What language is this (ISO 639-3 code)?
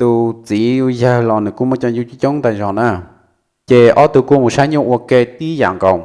hmn